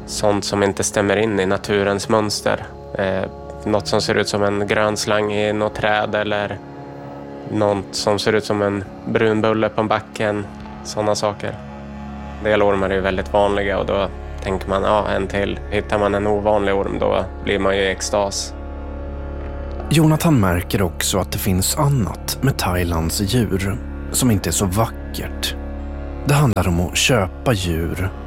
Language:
Swedish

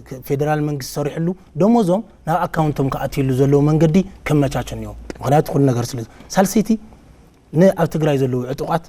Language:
Tigrinya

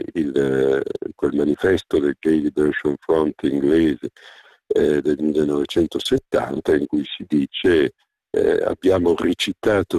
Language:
Italian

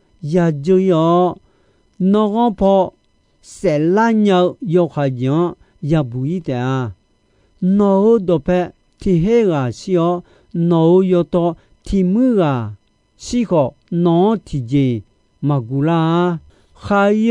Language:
Akha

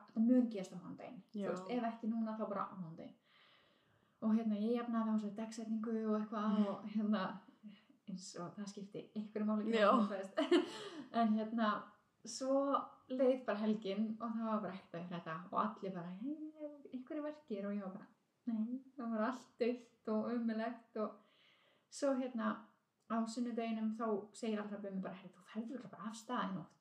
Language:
Icelandic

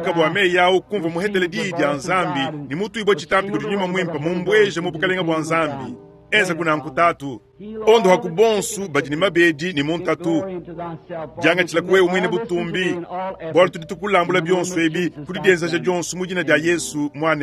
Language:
Luba-Lulua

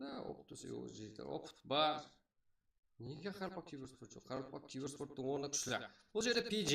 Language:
Kara-Kalpak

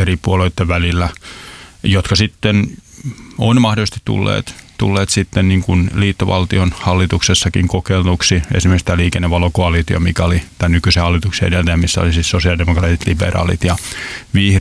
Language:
Finnish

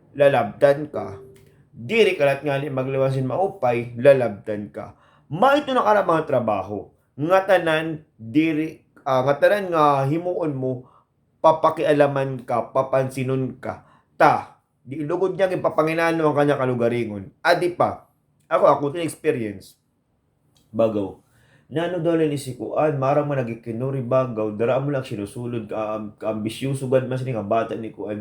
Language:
Waray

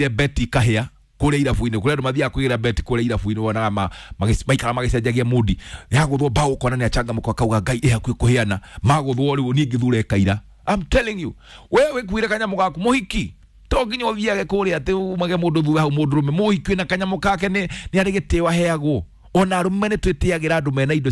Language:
Kikuyu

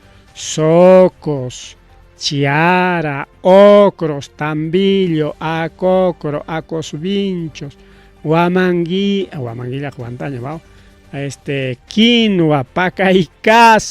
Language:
Ayacucho Quechua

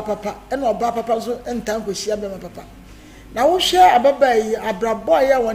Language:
Akan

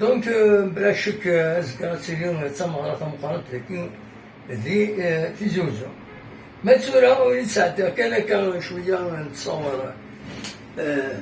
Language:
Kabyle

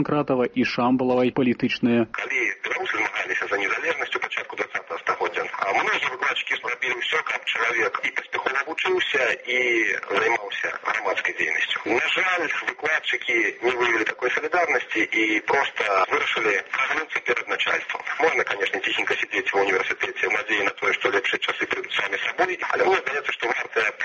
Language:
Belarusian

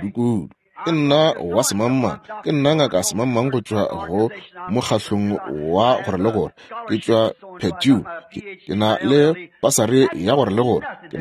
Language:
Northern Sotho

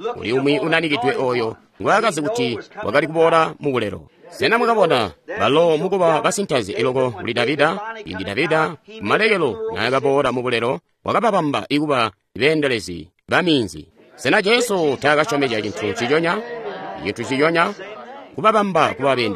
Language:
Tonga (Zambia)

